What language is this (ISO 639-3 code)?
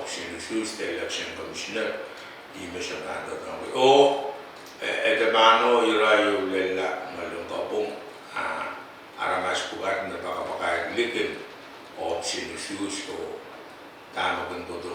pon